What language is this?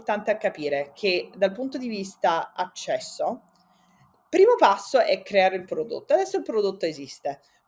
Italian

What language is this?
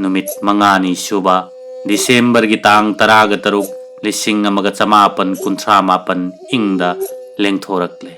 Manipuri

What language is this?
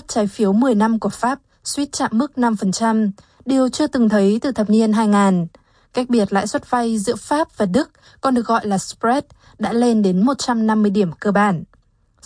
Vietnamese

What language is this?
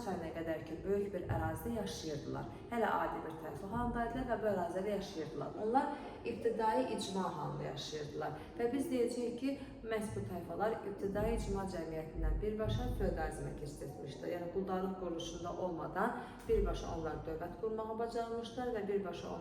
Azerbaijani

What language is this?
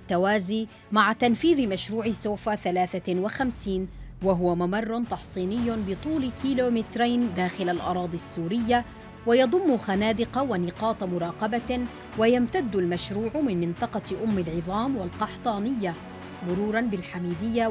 Arabic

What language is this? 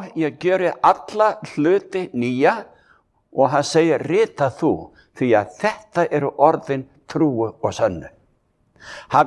Icelandic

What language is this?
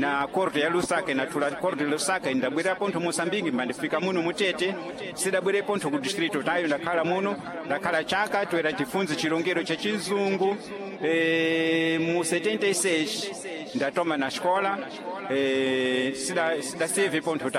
Sena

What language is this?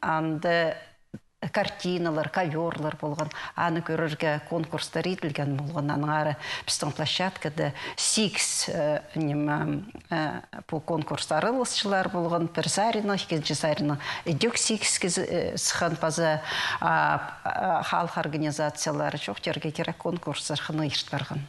Khakas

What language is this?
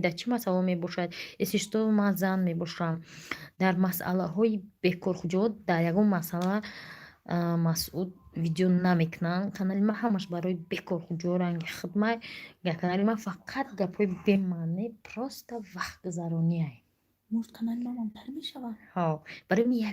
Tajik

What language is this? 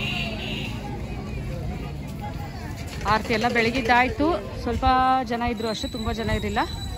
Kannada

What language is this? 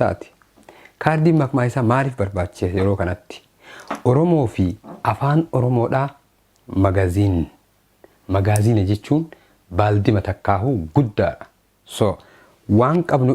Oromo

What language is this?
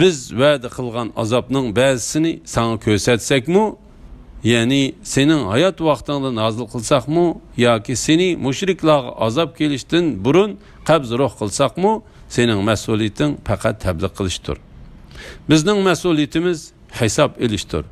Uyghur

